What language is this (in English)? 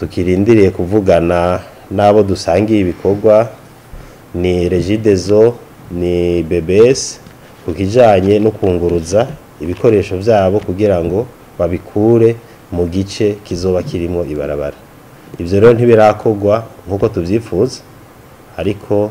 Rundi